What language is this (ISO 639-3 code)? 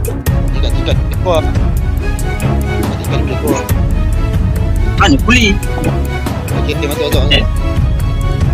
msa